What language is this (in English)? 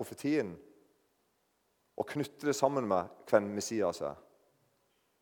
Norwegian